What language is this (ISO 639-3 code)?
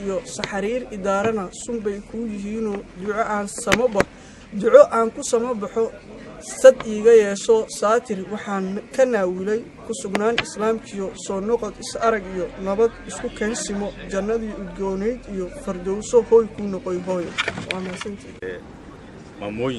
som